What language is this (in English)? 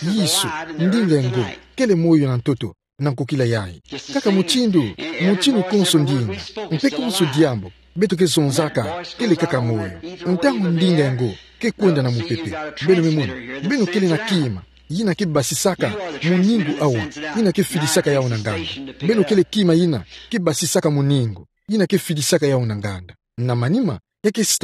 Kituba (Democratic Republic of Congo)